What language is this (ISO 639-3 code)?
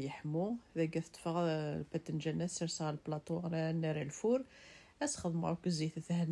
kab